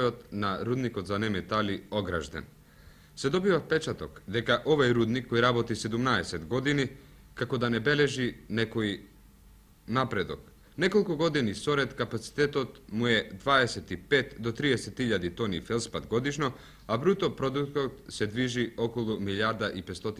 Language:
Macedonian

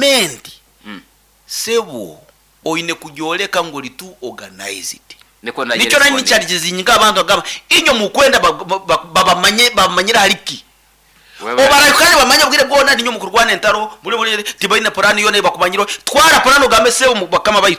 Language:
Nyankole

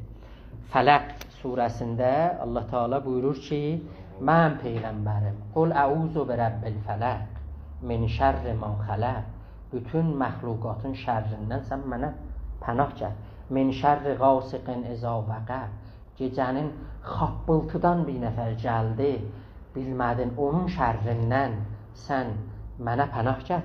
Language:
South Azerbaijani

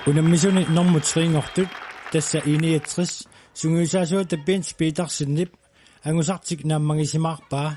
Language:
Kalaallisut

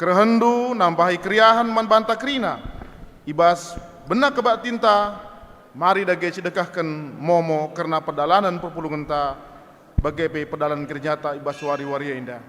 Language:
Batak Karo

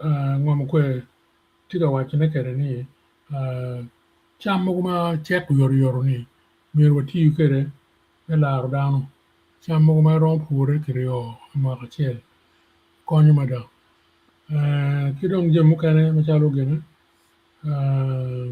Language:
Acoli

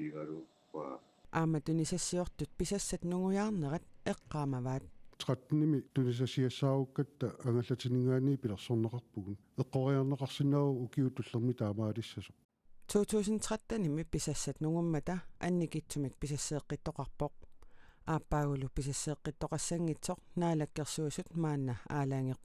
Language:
Kalaallisut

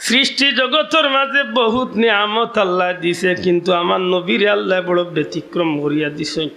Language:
Sylheti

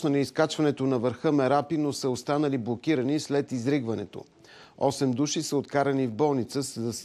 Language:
Bulgarian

